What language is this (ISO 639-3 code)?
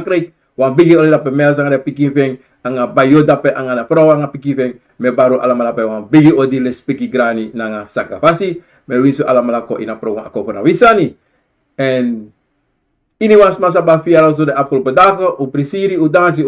srn